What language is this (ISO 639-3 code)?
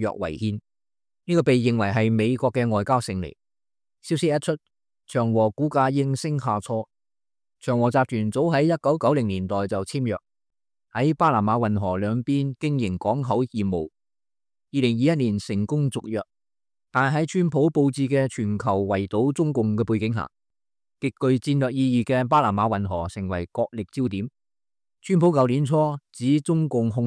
yue